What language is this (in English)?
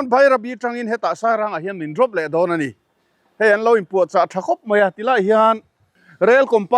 Mizo